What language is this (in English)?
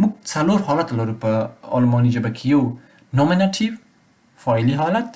Pashto